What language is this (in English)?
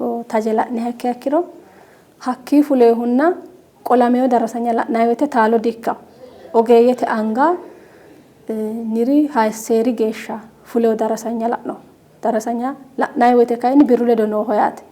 Sidamo